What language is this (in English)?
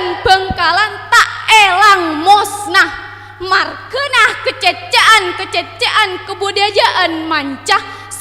Madurese